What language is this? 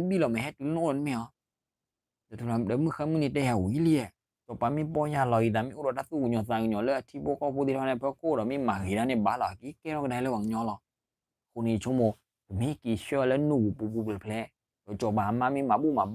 S'gaw Karen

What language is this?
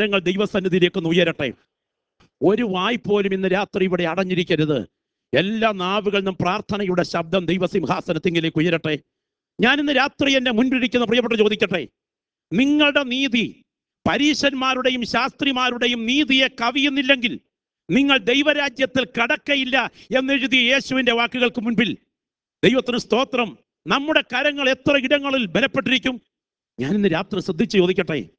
Malayalam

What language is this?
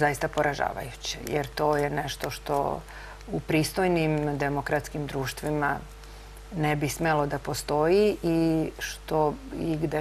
Serbian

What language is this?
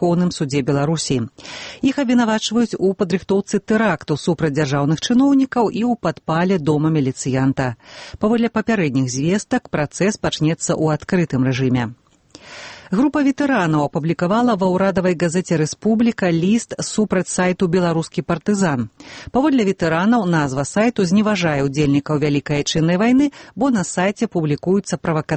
Belarusian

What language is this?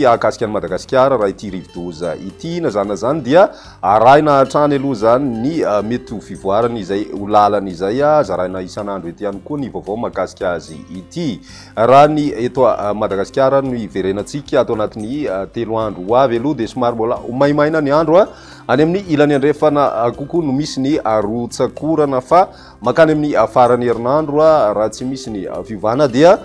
Malagasy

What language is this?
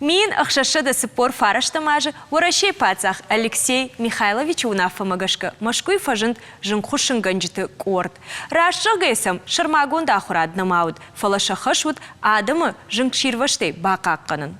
Ossetic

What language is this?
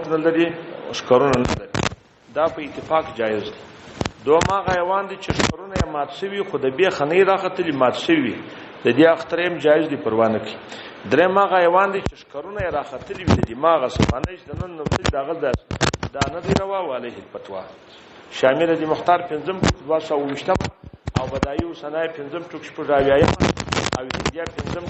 Pashto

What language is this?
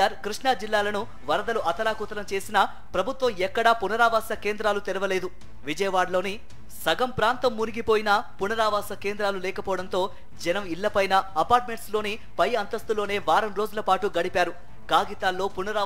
Telugu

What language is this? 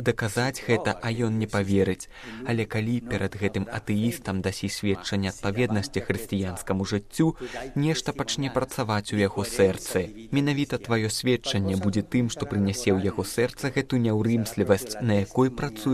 Belarusian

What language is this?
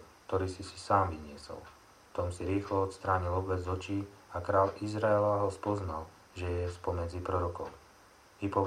Slovak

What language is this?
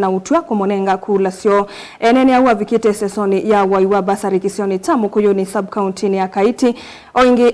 Kamba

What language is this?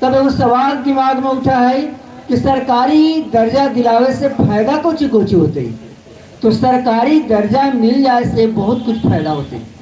Magahi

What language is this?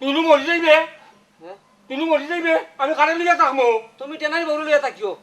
Sylheti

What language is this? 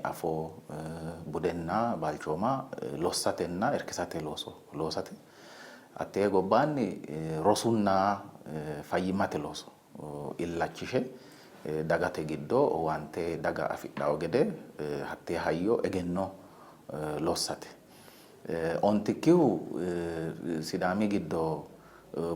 Sidamo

